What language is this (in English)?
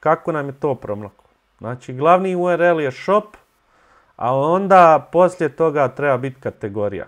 Bosnian